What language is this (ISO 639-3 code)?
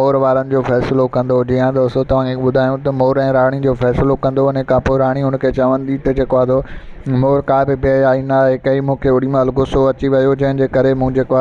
snd